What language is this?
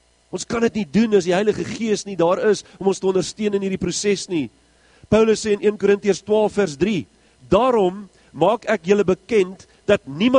Afrikaans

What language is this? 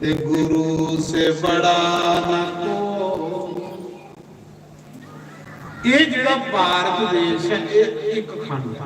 Dogri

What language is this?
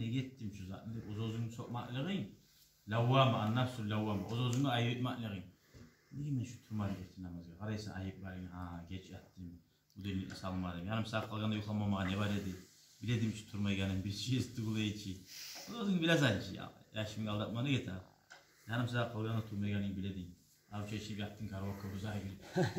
Kumyk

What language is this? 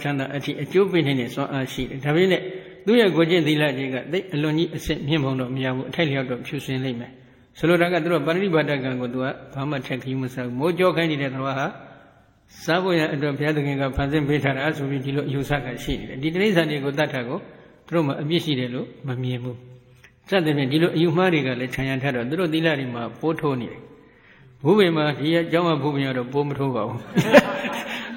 Burmese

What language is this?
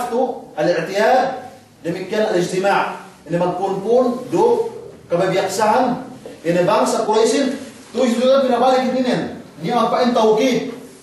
Yakan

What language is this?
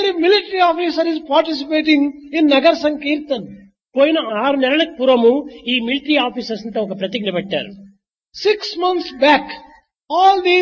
Telugu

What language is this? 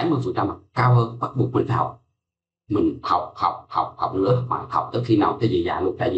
Vietnamese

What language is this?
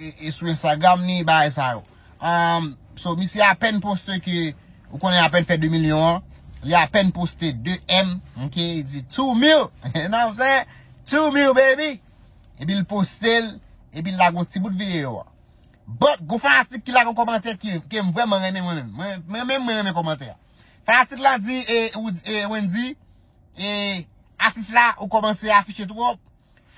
Haitian Creole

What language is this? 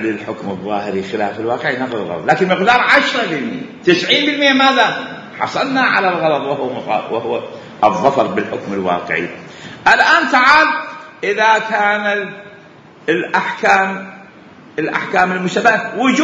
Mesopotamian Arabic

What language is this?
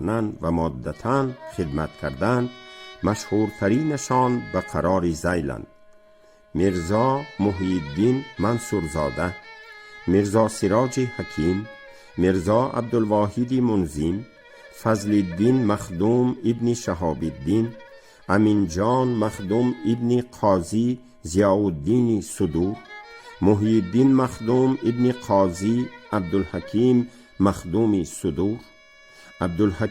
Tajik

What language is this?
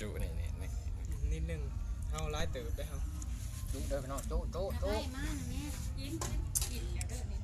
Lao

